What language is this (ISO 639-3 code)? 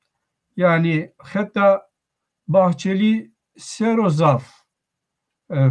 zza